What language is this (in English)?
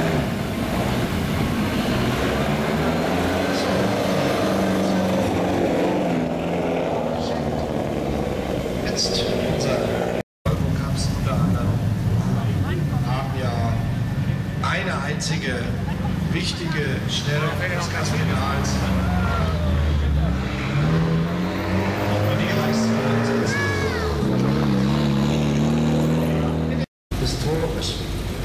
Dutch